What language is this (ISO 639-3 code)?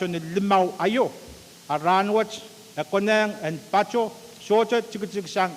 pon